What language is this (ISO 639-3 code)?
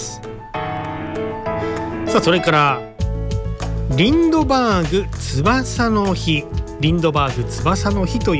jpn